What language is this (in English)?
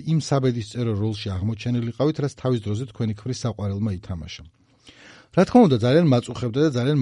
Georgian